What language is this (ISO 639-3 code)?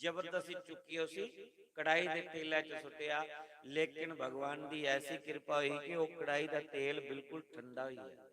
doi